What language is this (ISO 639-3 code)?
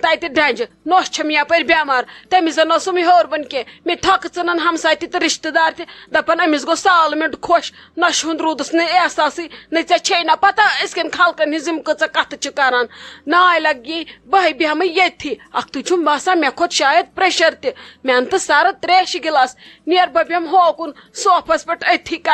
kas